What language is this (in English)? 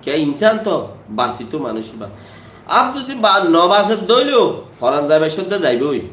Rohingya